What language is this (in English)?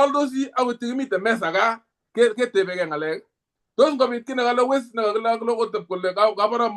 Kalenjin